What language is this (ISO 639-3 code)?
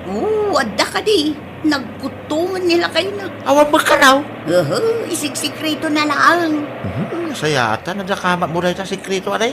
ilo